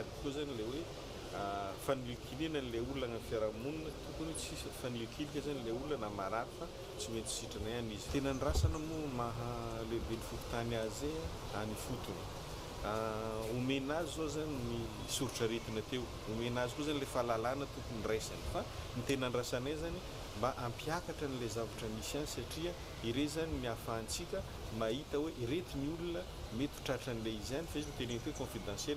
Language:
Malagasy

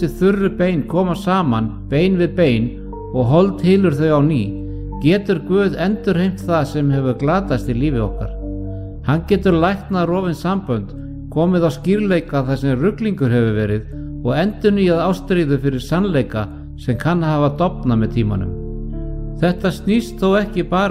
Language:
Icelandic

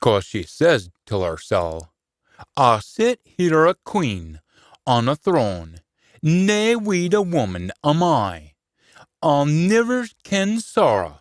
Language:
Scots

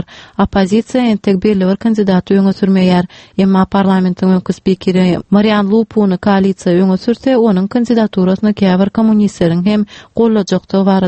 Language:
Turkmen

